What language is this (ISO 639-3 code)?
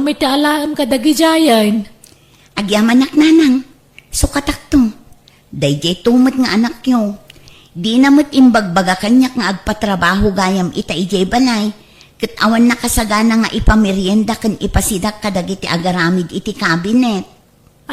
ilo